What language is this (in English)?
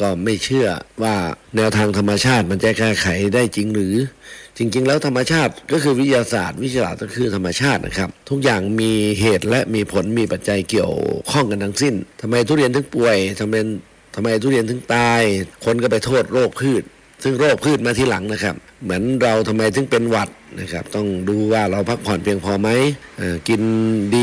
Thai